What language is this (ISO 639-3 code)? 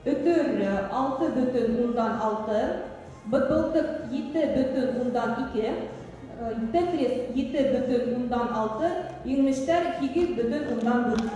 bak